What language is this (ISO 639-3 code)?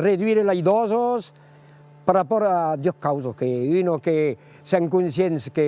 oci